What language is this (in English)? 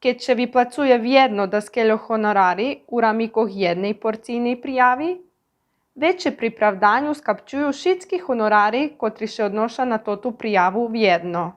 Rusyn